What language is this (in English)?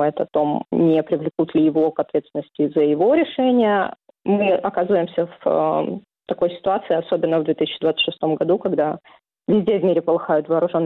Russian